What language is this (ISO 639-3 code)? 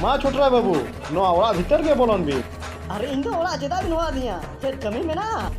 sat